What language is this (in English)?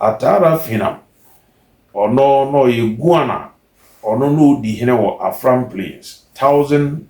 Akan